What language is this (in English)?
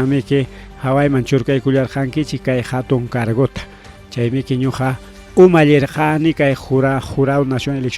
Ayacucho Quechua